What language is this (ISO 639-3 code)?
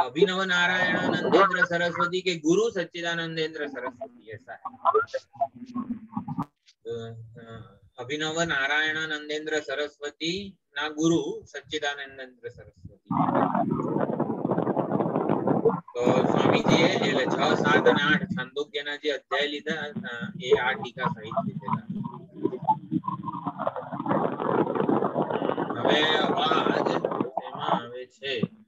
guj